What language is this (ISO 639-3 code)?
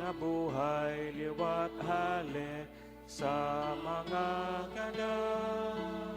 bik